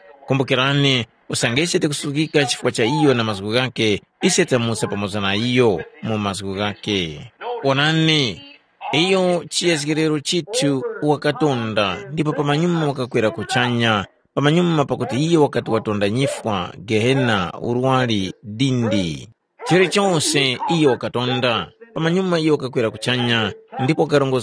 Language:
Tumbuka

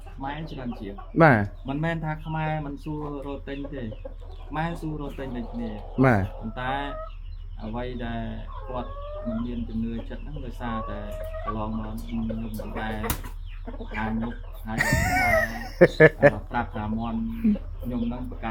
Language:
Khmer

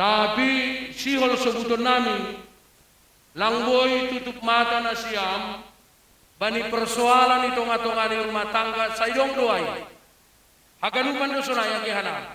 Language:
Batak Simalungun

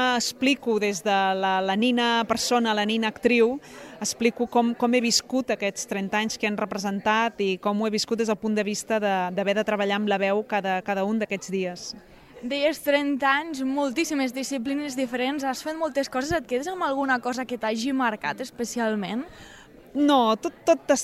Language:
Catalan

